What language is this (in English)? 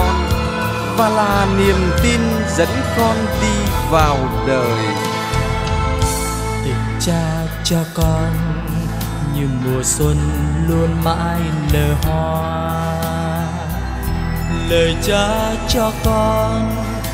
Vietnamese